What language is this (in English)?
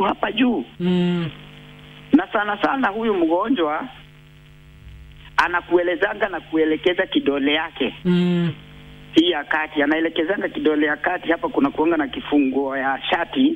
Swahili